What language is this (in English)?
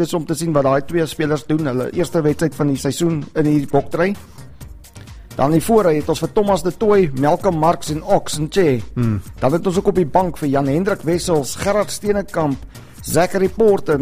Afrikaans